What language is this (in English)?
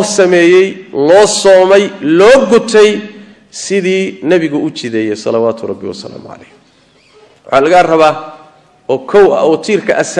Somali